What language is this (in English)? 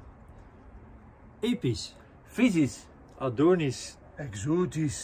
Dutch